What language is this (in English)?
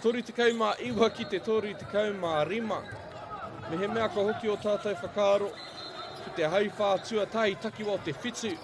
Māori